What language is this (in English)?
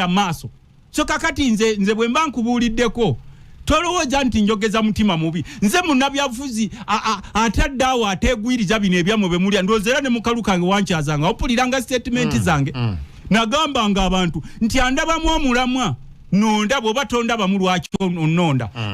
Ganda